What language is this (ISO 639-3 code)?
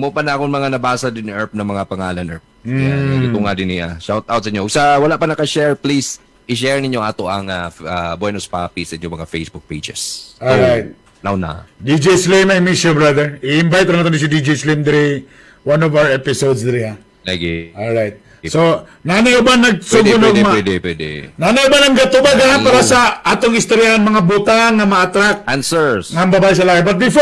ceb